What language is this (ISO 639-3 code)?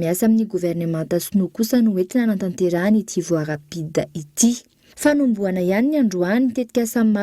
mlg